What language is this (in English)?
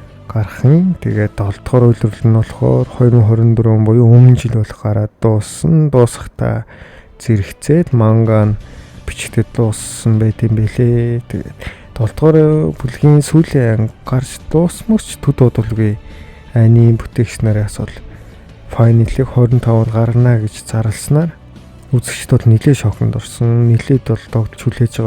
Mongolian